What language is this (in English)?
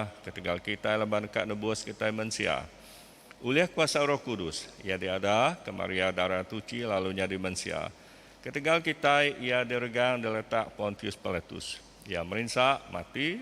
Iban